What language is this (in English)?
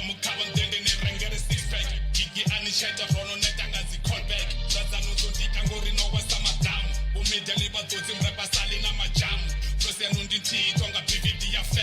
Venda